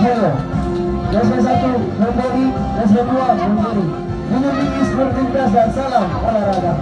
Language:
Ambonese Malay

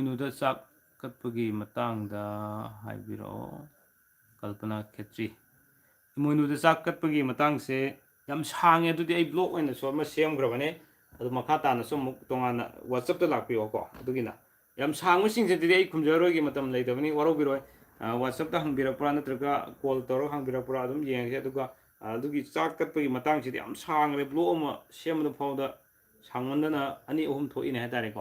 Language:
Manipuri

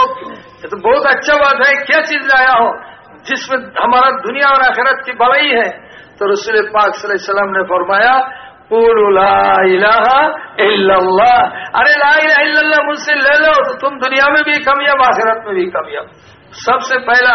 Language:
Urdu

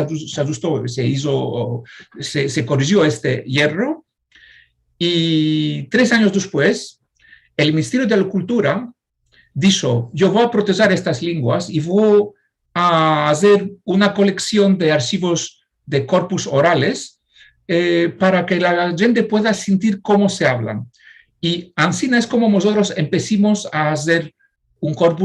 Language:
Ladino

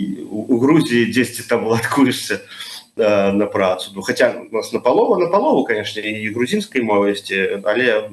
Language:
Belarusian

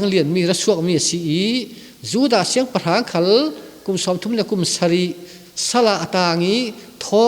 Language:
Falam Chin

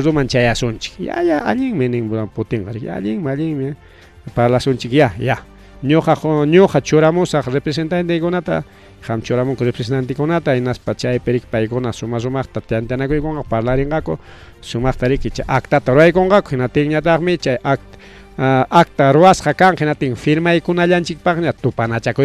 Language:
Ayacucho Quechua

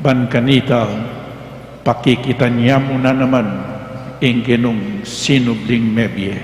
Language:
Pampanga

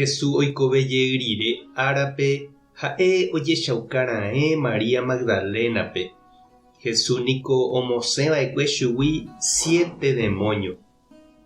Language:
Guarani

